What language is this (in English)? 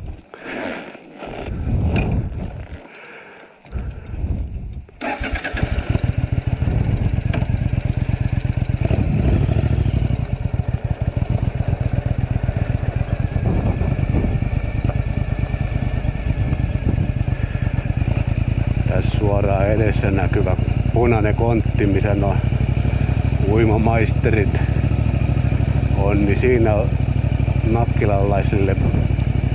Finnish